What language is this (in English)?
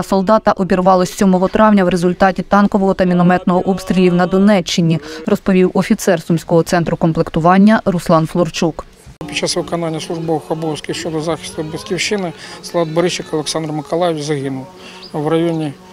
Ukrainian